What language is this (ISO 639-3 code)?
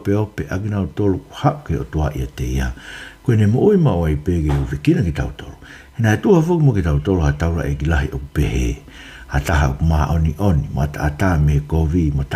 ton